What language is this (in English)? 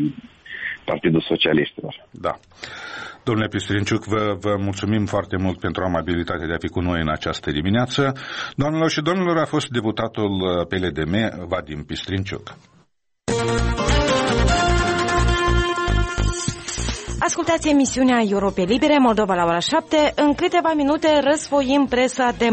Romanian